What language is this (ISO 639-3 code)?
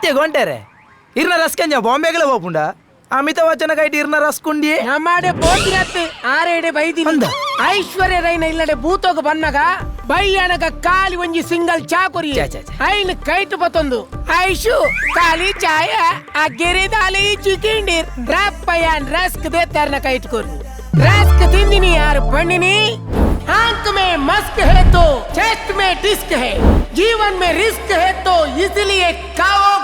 tcy